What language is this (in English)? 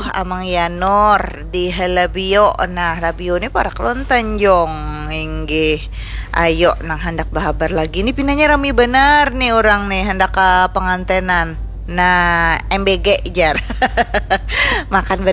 Banjar